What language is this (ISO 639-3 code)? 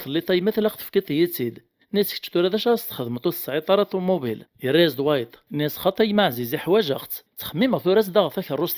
kab